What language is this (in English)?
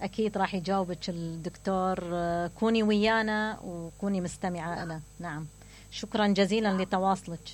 Mesopotamian Arabic